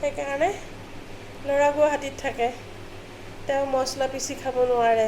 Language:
Assamese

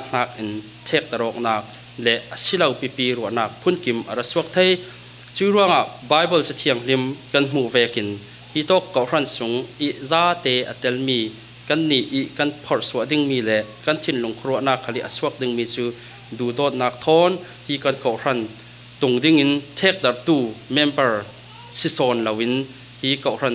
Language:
Falam Chin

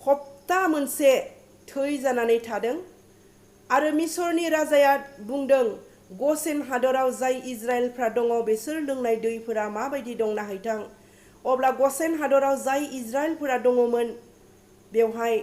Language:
Bodo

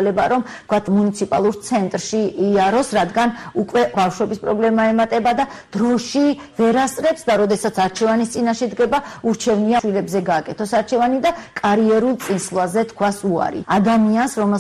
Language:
Georgian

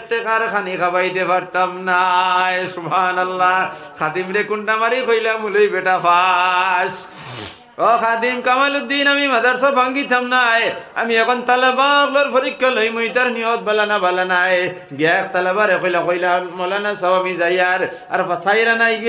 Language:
Sylheti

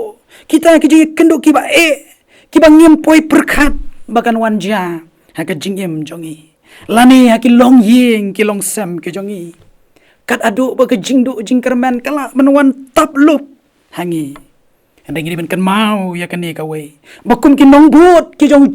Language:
Khasi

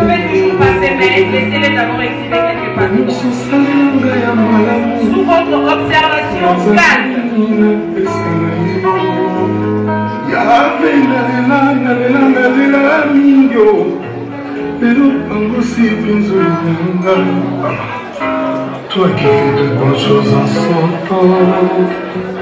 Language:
French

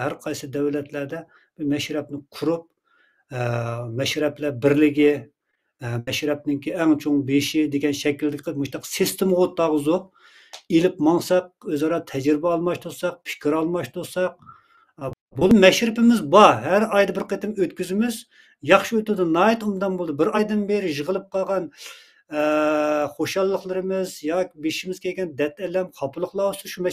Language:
Uyghur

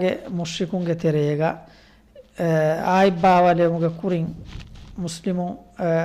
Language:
Divehi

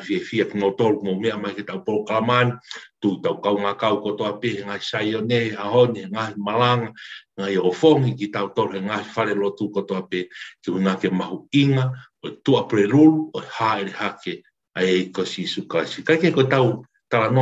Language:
Tongan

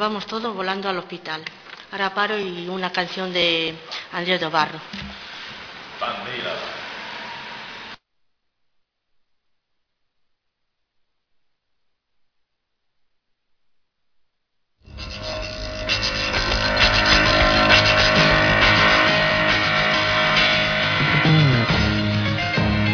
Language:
Spanish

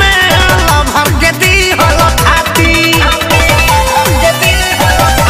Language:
Bhojpuri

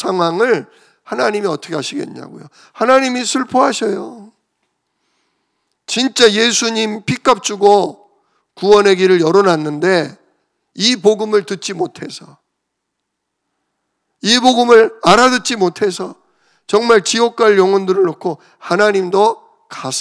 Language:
Korean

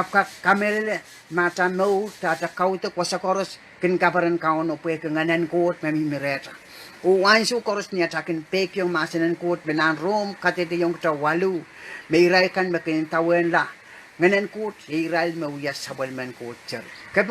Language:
Pohnpeian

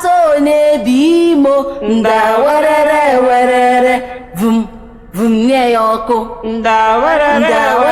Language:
Igbo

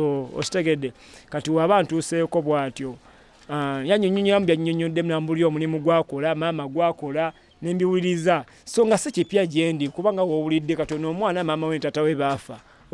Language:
Ganda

